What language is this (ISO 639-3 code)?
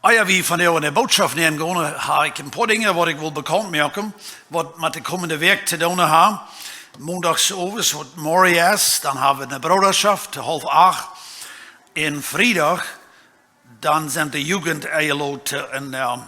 pdt